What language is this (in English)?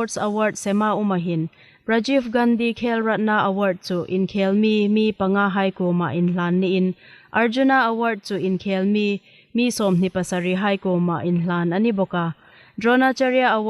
Hmar